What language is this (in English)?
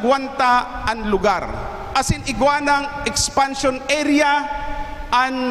Bikol